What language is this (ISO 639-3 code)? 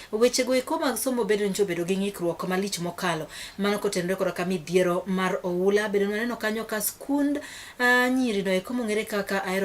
luo